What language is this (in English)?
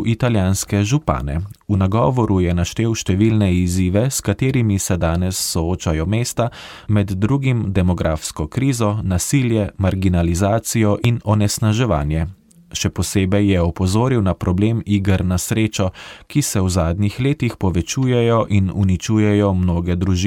Slovenian